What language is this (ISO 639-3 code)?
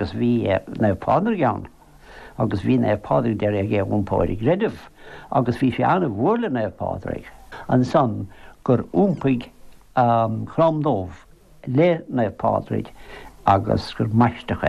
gle